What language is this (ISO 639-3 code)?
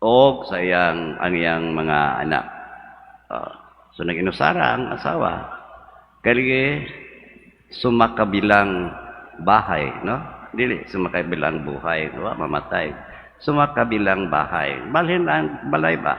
ceb